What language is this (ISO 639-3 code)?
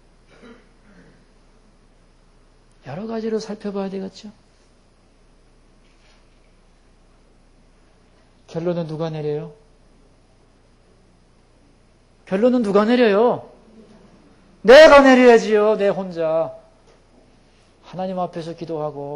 kor